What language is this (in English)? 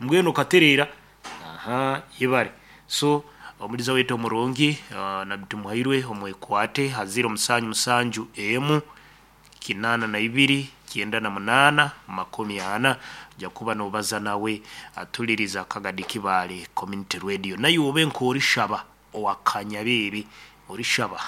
Nyankole